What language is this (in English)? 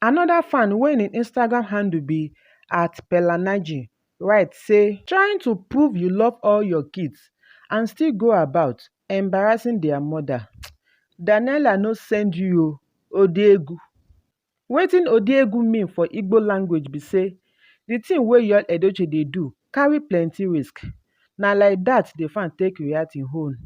Nigerian Pidgin